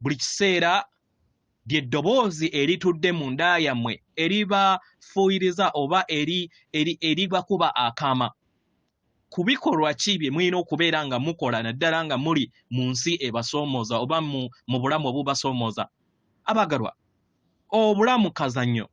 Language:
Ganda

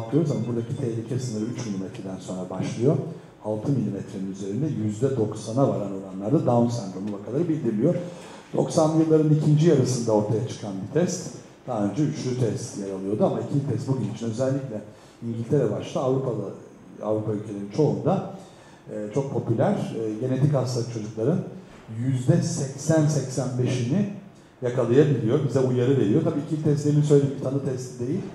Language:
Turkish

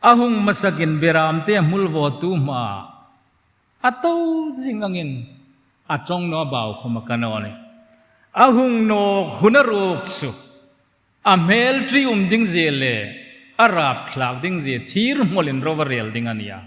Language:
Hmar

